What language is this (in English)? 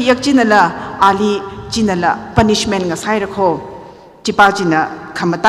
Tangkhul Naga (India)